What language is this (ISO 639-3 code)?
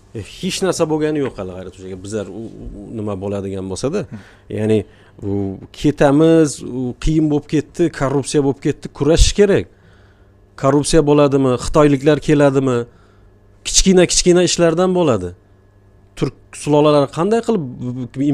uzb